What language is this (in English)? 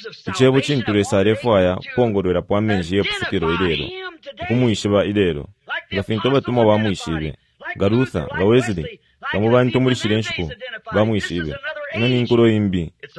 Bemba